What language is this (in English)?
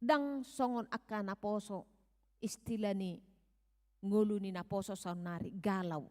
Batak Toba